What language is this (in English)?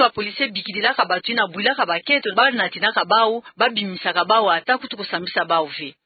Kituba (Democratic Republic of Congo)